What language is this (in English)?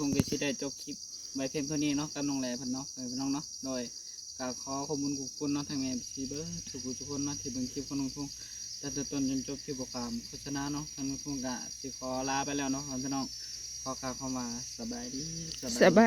Northeastern Thai